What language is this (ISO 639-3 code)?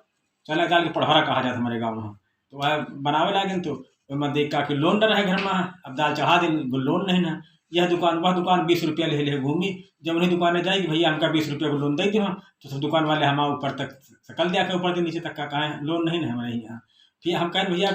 awa